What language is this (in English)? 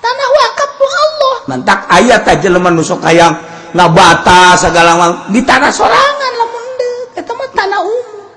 Sundanese